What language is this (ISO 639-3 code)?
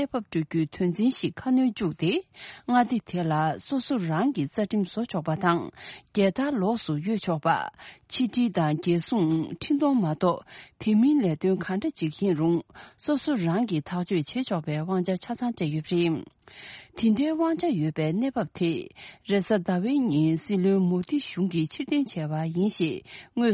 bod